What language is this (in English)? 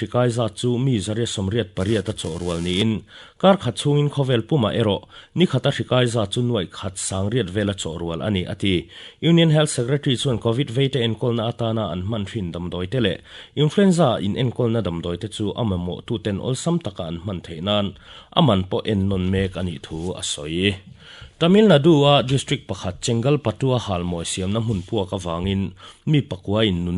Mizo